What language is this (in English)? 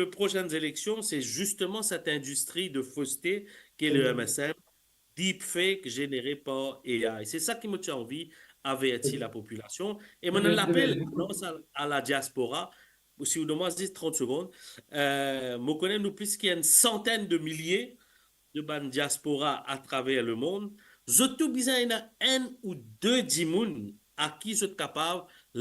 Morisyen